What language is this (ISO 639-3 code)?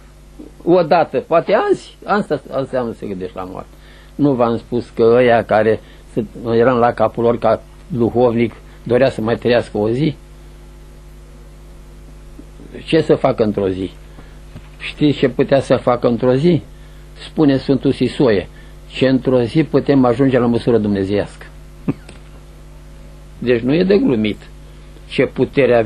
ron